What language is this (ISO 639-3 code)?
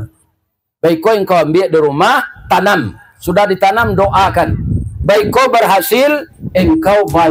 min